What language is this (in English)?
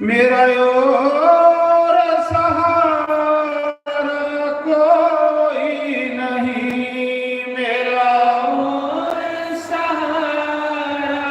Dogri